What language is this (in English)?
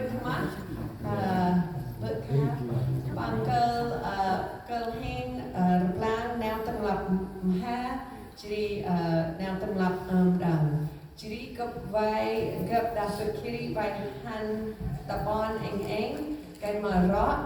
Central Mnong